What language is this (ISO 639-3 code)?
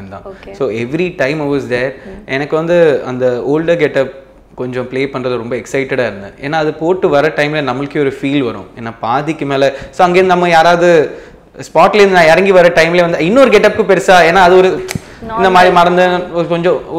tam